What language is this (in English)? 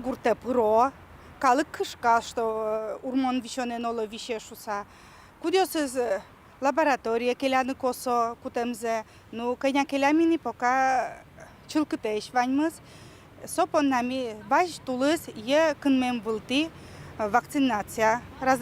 Udmurt